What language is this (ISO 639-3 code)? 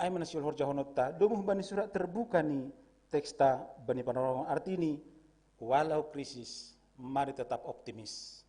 bts